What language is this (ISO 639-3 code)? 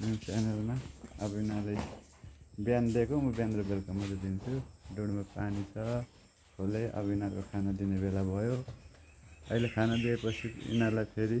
nep